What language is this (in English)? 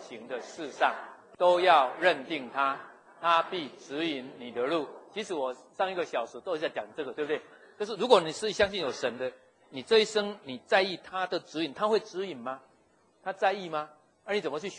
Chinese